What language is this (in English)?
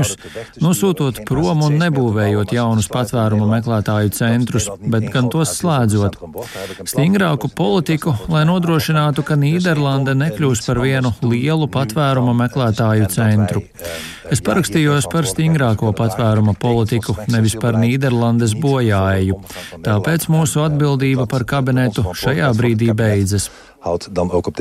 Latvian